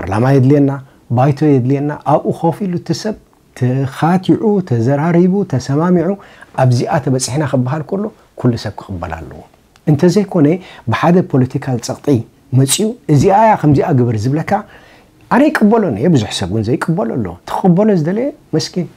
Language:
Tigrinya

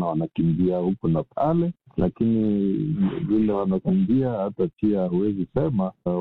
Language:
Swahili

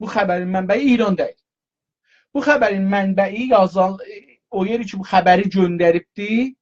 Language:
South Azerbaijani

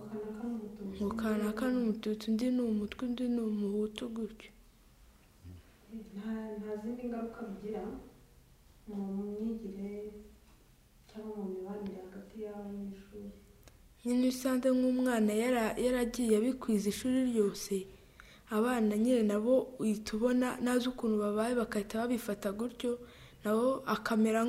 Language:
Kinyarwanda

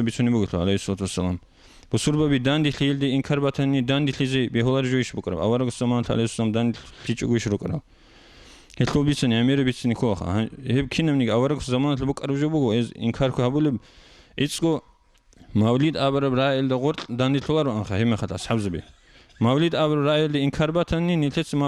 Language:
Avaric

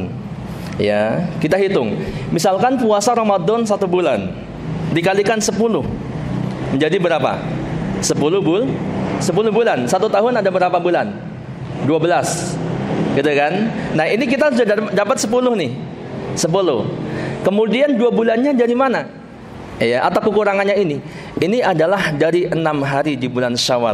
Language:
Indonesian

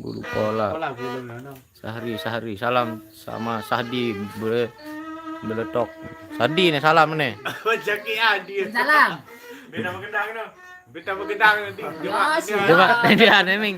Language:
Sasak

